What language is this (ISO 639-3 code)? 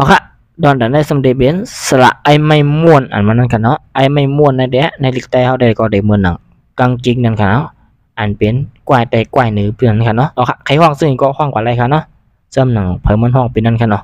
shn